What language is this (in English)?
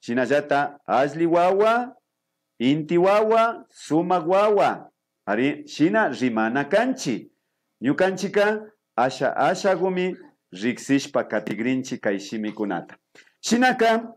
Imbabura Highland Quichua